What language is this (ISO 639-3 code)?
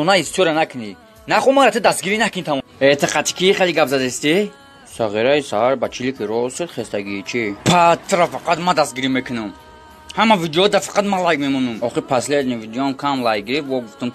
tgk